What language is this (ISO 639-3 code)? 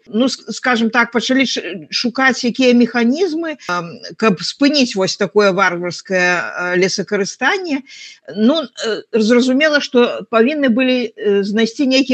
bel